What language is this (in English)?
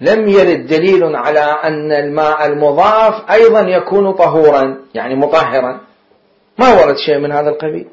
Mesopotamian Arabic